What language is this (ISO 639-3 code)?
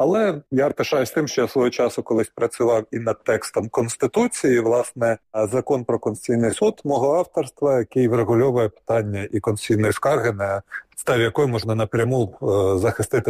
ukr